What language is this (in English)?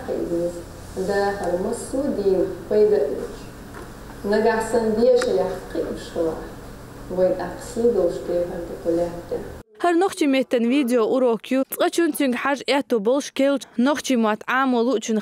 Chechen